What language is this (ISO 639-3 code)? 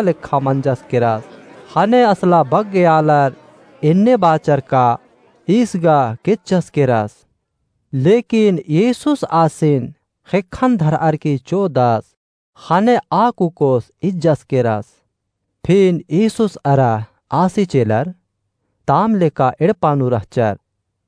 kru